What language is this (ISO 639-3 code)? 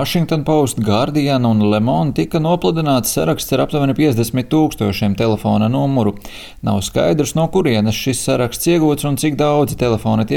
lav